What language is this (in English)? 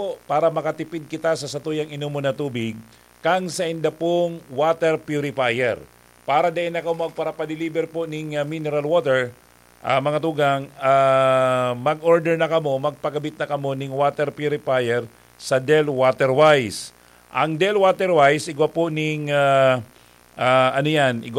Bikol